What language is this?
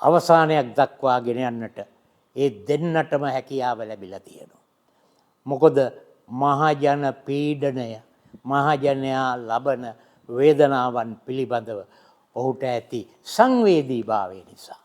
Sinhala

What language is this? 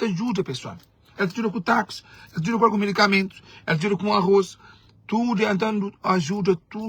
Kabuverdianu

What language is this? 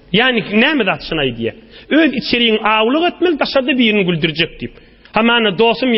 Turkmen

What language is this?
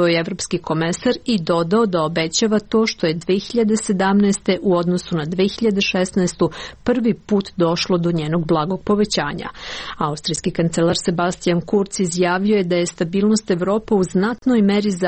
Serbian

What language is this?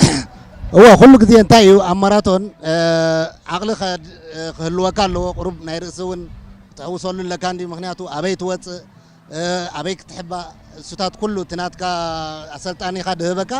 Tigrinya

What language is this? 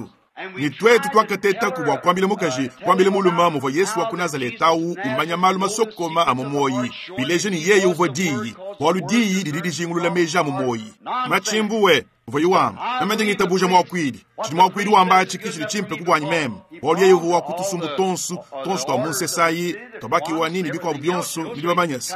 Luba-Lulua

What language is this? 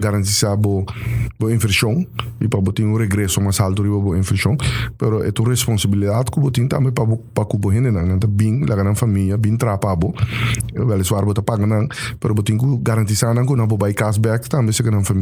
Papiamento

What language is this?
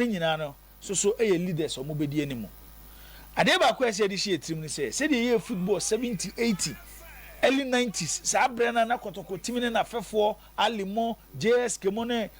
Akan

